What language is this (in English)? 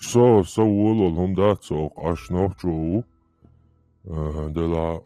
Chechen